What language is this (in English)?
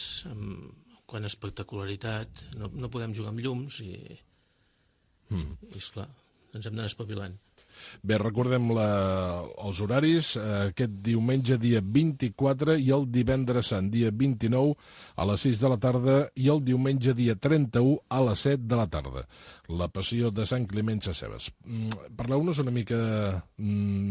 Catalan